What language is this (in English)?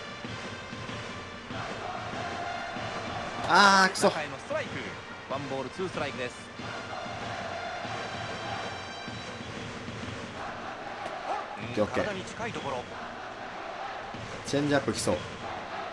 Japanese